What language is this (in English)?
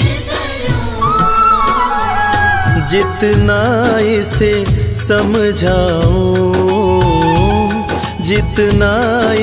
Hindi